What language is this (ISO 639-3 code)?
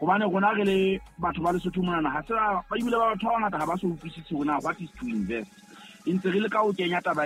sot